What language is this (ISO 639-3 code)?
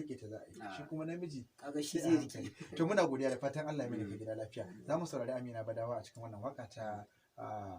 hau